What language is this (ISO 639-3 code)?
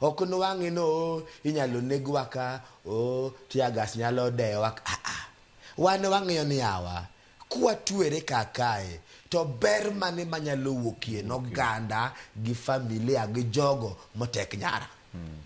luo